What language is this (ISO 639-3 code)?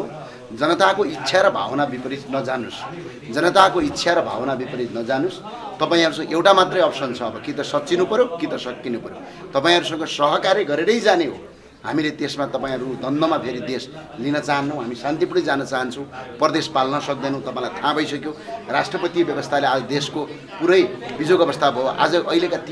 nep